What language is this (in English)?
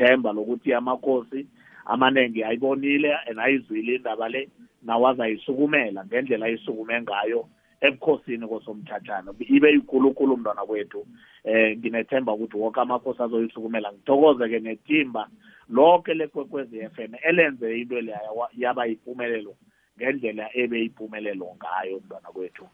South Ndebele